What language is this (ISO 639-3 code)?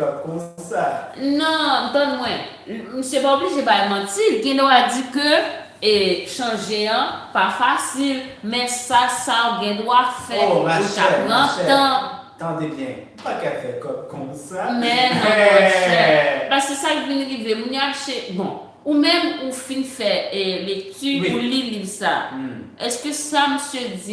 hat